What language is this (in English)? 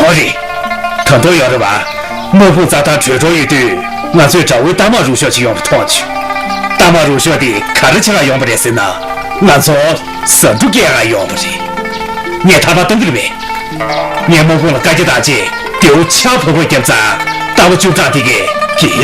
Tibetan